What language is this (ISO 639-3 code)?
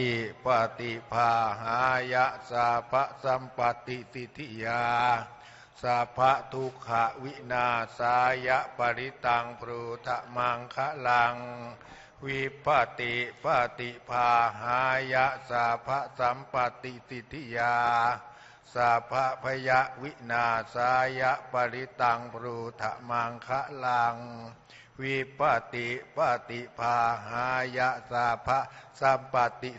pli